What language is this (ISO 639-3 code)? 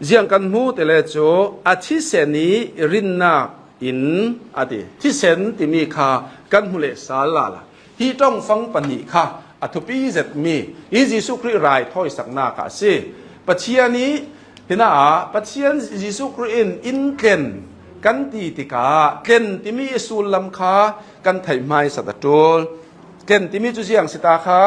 cnh